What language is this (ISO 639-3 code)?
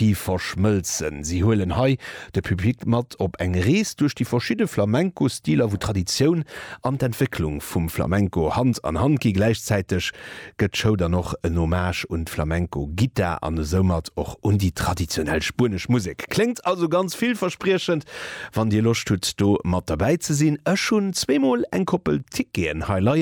ltz